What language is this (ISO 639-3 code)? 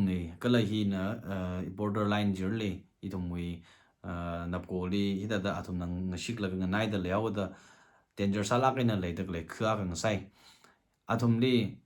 nmf